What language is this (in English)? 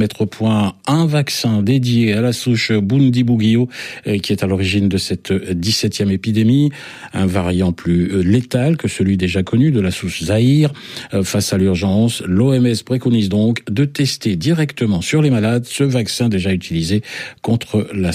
French